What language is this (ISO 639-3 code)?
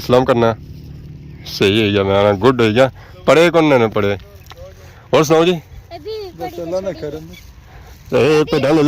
phr